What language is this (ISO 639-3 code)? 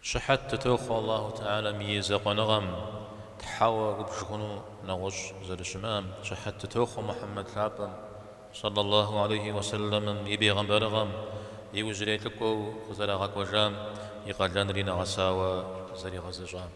kbd